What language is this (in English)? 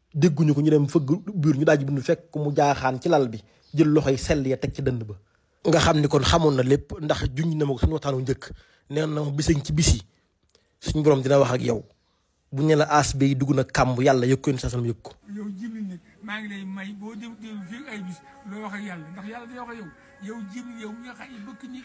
Wolof